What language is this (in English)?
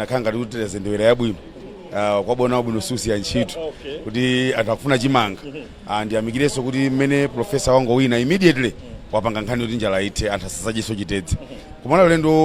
Nyanja